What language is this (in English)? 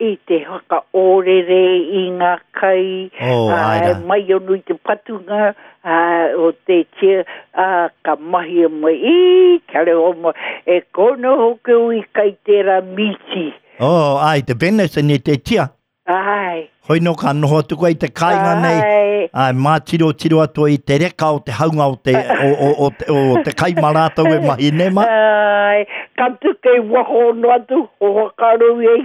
Māori